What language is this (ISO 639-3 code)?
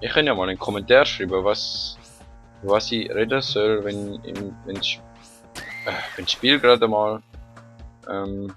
gsw